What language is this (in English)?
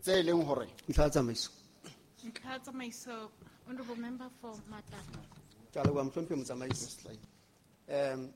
Southern Sotho